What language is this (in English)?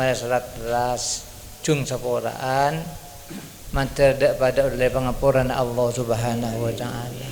Madurese